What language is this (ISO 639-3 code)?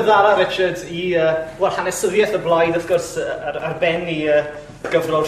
cym